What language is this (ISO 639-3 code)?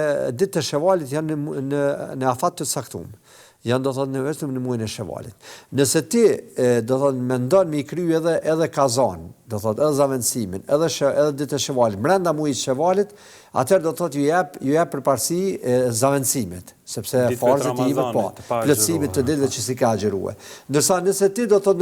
sqi